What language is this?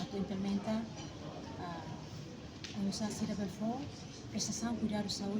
Tetum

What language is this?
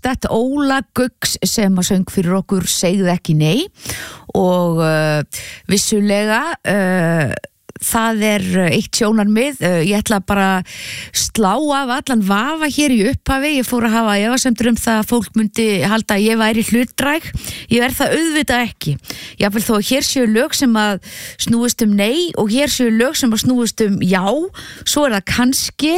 Icelandic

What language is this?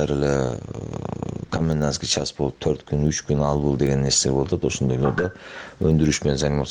Kyrgyz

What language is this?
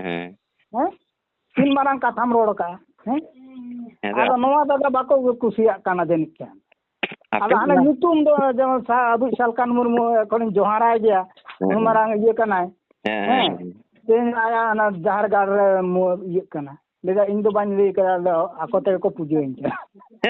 Santali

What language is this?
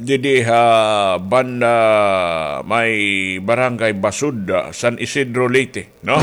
Waray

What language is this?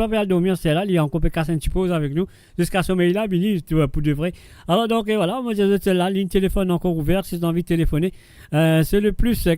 Morisyen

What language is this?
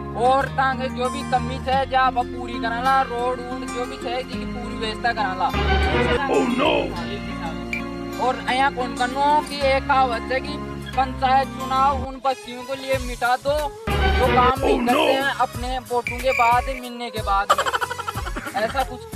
Hindi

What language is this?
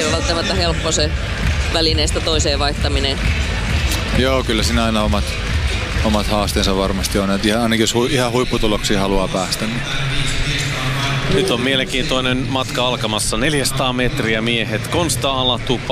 Finnish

